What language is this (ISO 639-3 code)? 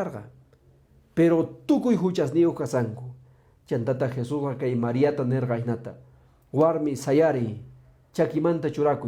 que